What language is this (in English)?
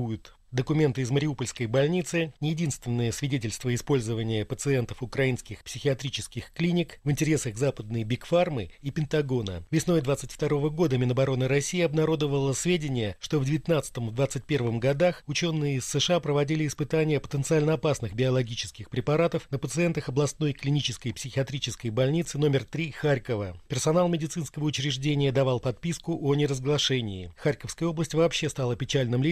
Russian